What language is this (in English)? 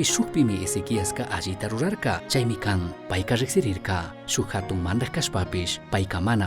Chimborazo Highland Quichua